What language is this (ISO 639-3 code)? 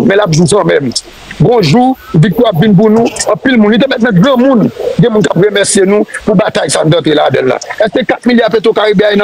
hat